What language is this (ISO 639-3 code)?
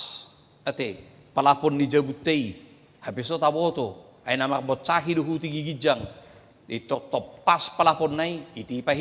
bbc